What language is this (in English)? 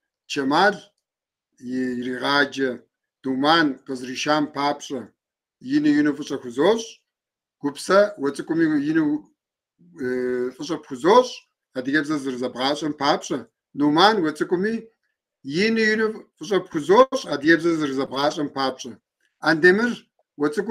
Kabardian